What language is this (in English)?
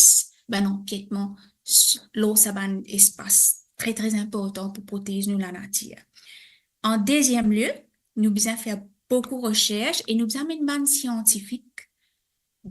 Morisyen